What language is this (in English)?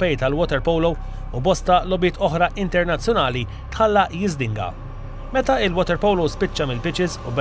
Maltese